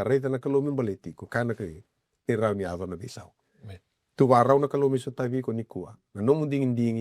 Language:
Fijian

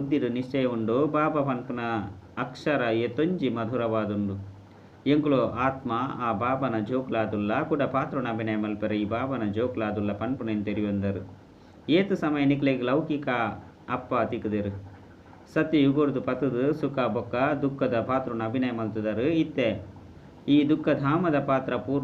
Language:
Tulu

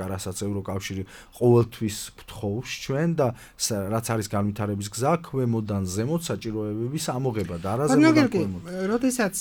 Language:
Georgian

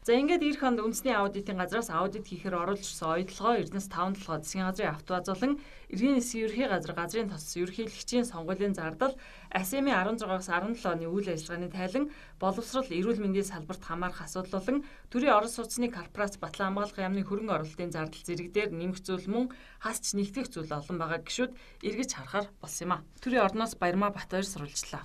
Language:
Mongolian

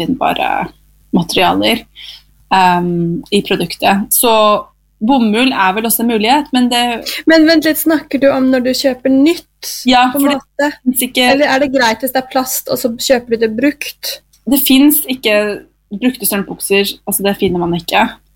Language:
Norwegian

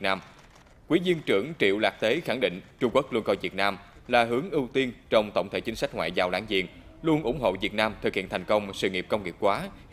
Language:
Vietnamese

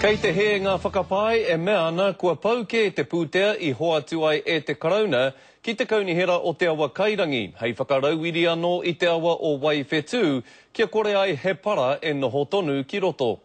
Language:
Māori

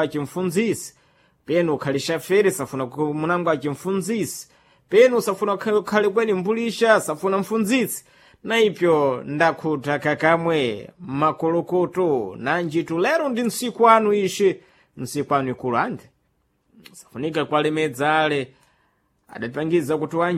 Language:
Sena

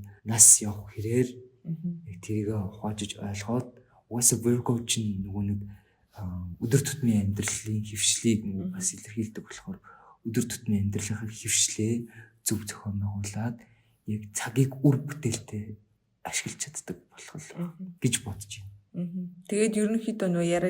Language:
Mongolian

